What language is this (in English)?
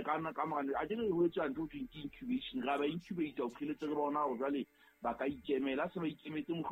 Southern Sotho